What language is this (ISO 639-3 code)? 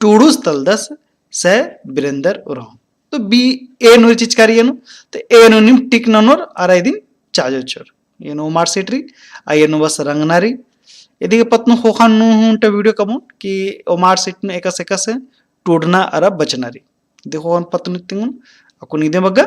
kru